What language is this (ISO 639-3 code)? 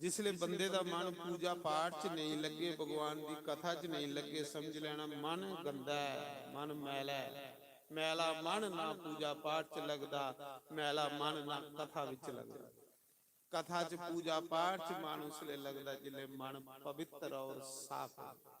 doi